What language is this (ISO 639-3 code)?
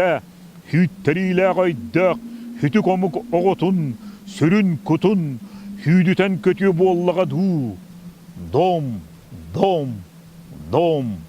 sah